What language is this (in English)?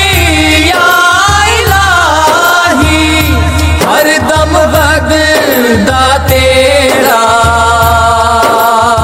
Hindi